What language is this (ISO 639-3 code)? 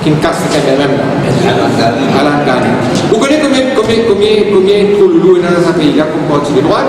mfe